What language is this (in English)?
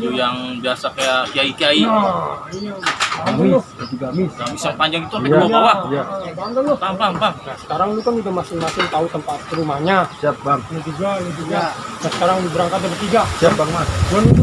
Betawi